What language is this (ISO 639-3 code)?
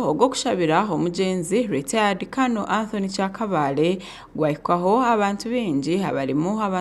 nyn